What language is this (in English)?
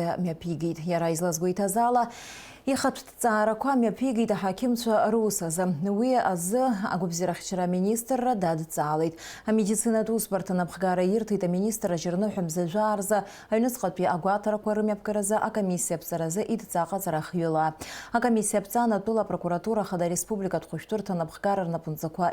Abkhazian